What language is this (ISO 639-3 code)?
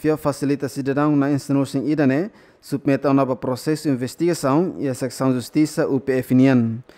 tet